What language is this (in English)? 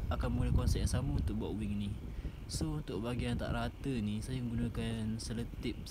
Malay